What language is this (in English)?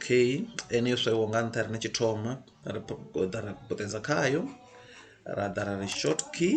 Venda